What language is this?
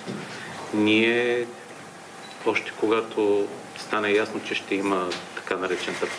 Bulgarian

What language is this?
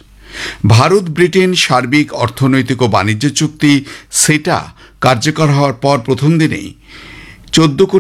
Bangla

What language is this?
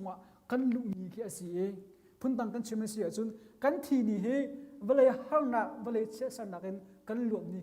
Hakha Chin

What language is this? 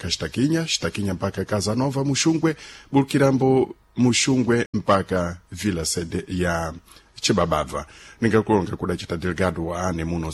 Sena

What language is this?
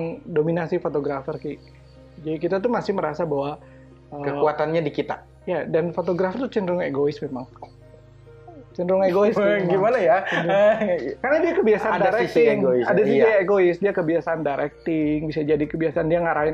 Indonesian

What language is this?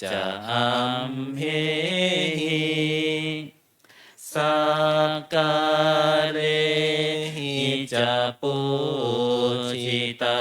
Pali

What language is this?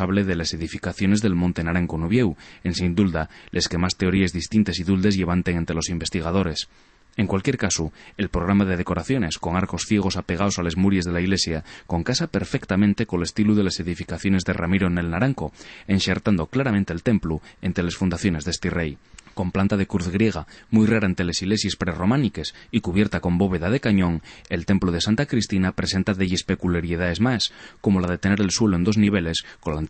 Asturian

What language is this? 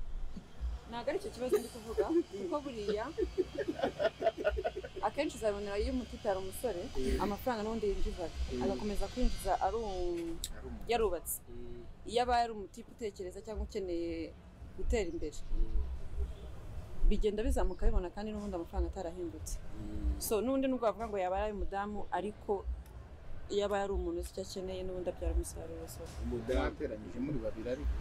Kinyarwanda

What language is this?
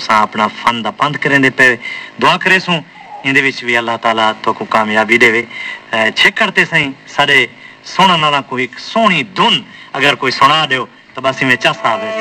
Saraiki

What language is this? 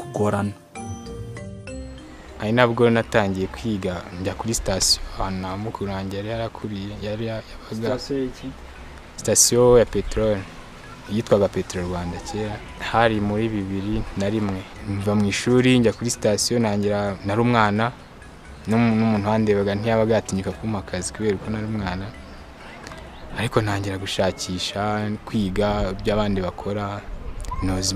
Kinyarwanda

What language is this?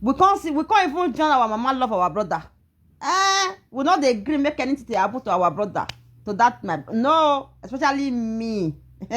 Nigerian Pidgin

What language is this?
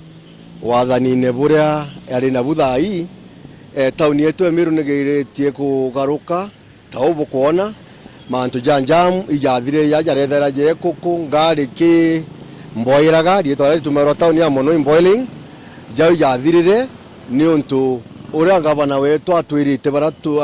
Meru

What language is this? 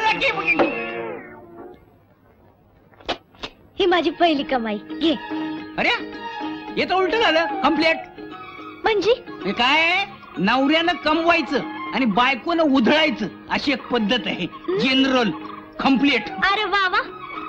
Marathi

